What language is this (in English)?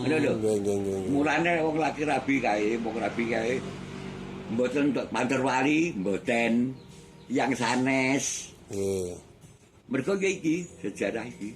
Javanese